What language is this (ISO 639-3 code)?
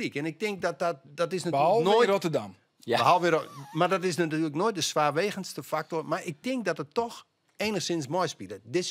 fry